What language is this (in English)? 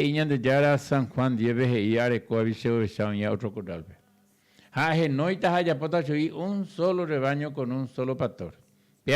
Guarani